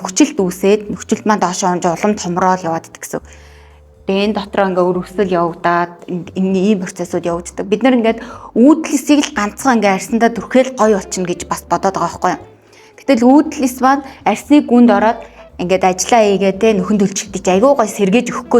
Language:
Mongolian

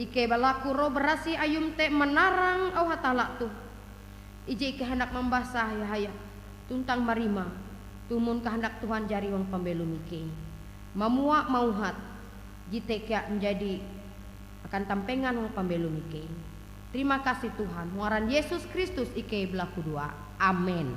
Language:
Ngaju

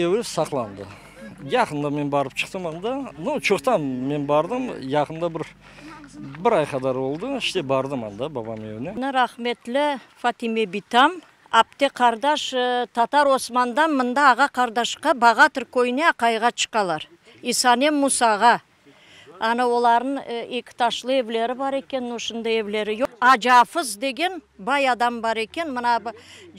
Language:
Crimean Tatar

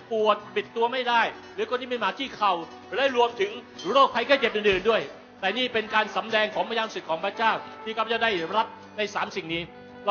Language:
Thai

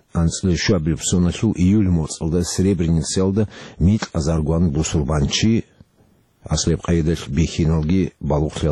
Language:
Avaric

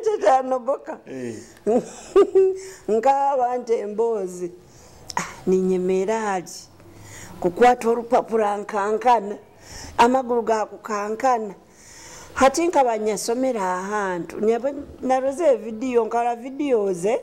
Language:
Nyoro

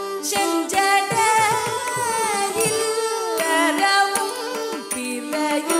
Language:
Tamil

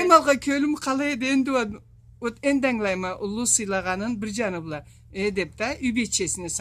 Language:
Karachay-Balkar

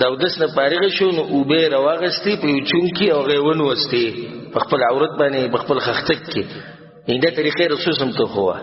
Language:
Pashto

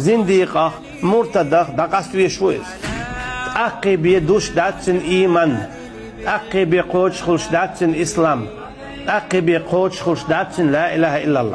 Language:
Chechen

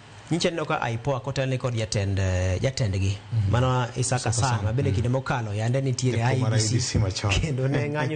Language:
Luo (Kenya and Tanzania)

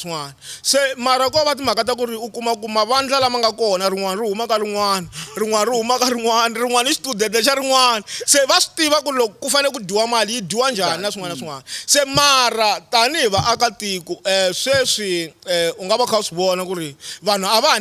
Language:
Tsonga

